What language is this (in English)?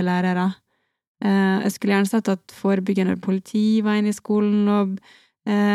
Norwegian